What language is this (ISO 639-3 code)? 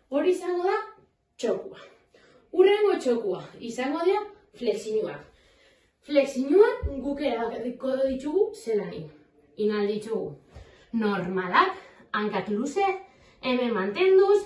eus